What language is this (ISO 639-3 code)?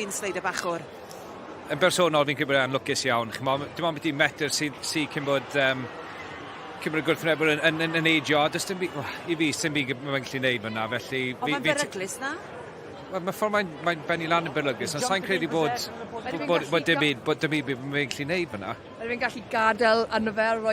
cym